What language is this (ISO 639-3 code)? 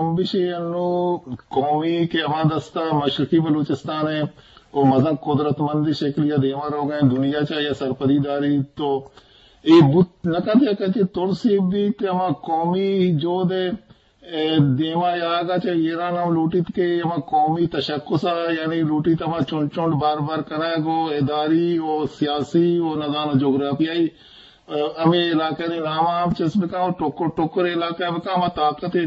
bgp